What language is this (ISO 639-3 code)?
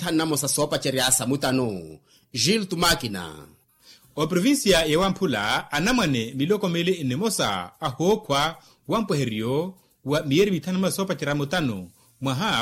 vmw